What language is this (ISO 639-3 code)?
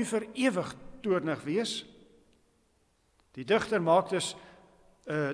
afr